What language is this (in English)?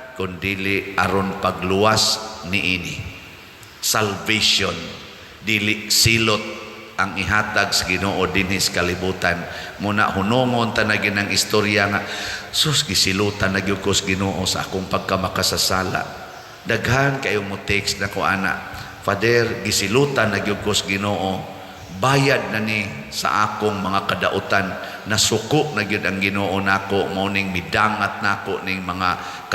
Cebuano